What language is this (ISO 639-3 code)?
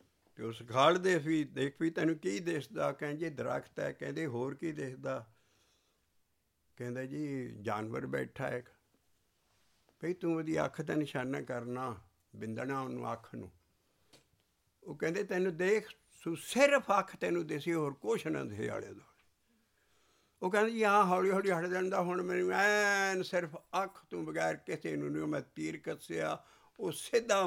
pan